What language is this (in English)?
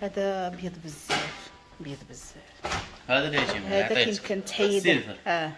Moroccan Arabic